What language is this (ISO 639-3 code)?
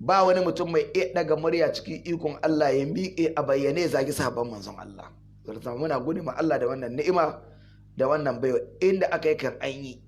hau